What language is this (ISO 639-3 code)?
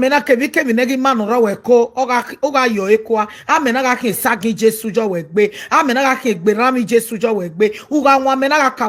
pcm